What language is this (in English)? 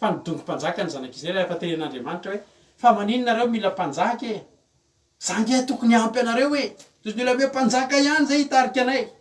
Malagasy